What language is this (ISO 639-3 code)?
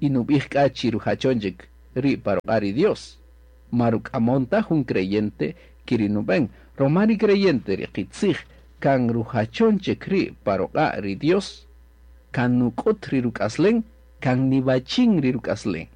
cak